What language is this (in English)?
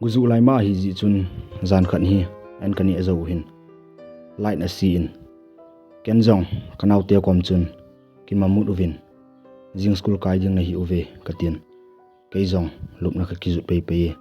Thado Chin